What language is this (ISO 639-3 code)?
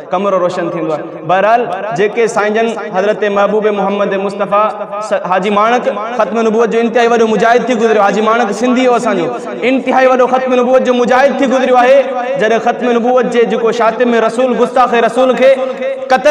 snd